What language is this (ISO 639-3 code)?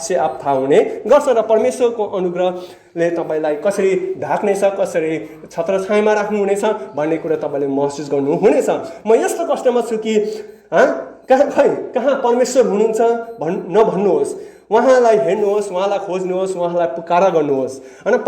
nep